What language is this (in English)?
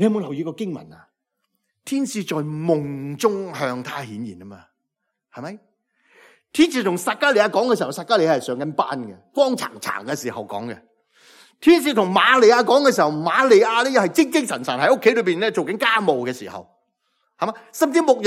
Cantonese